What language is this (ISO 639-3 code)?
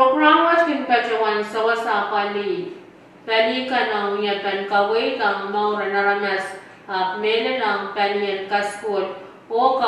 pon